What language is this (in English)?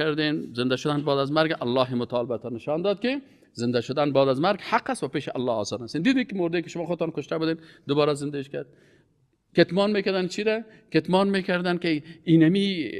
Persian